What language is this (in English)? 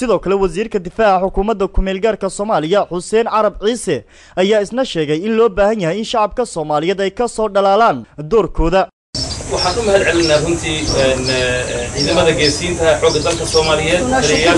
Somali